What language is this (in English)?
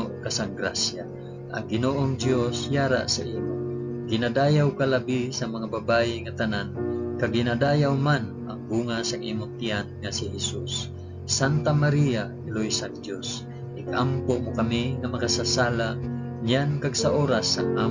Hiligaynon